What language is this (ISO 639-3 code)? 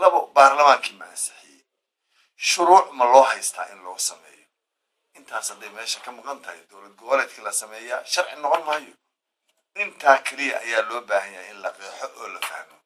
som